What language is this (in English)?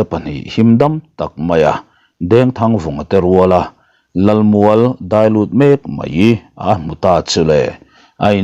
Mizo